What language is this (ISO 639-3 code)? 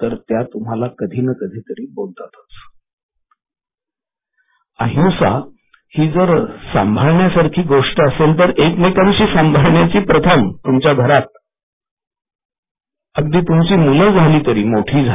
mar